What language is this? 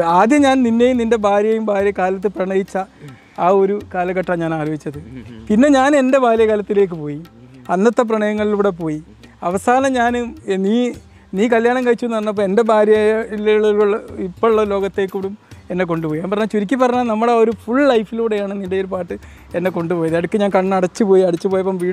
Malayalam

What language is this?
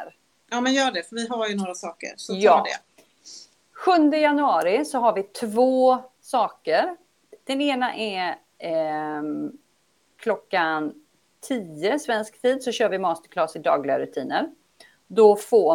Swedish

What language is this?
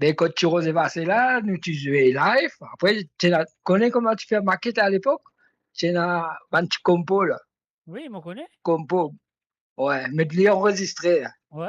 Morisyen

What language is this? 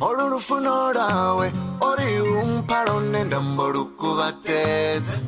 Venda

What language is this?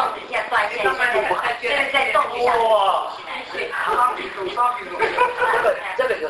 Chinese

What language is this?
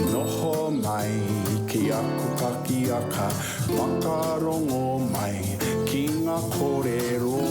Māori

